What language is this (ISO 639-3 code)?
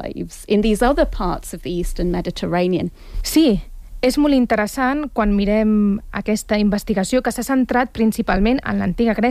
cat